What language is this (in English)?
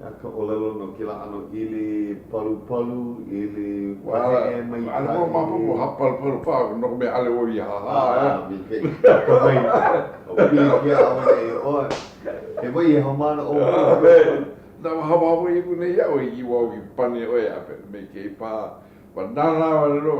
Hawaiian